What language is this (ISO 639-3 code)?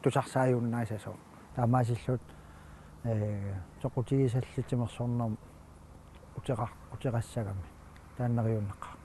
kal